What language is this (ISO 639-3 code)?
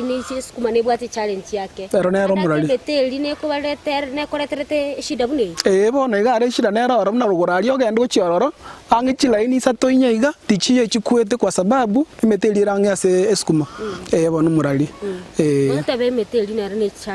guz